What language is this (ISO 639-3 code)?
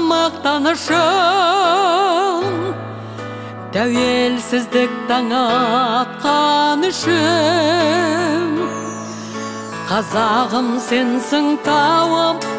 kaz